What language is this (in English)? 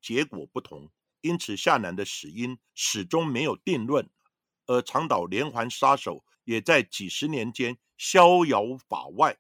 Chinese